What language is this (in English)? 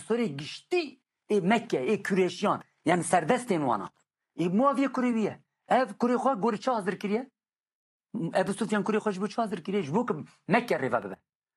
Kurdish